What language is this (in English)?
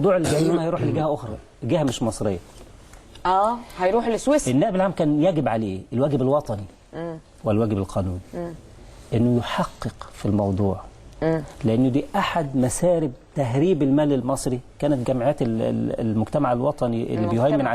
Egyptian Arabic